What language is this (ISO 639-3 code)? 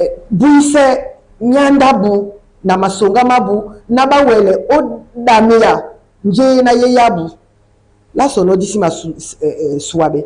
dua